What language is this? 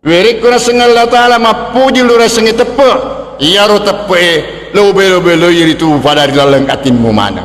Buginese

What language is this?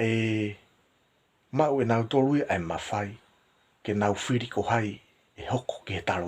Tongan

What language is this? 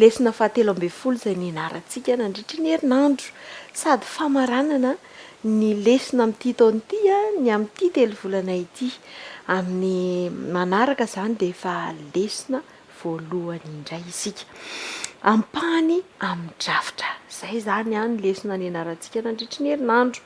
Malagasy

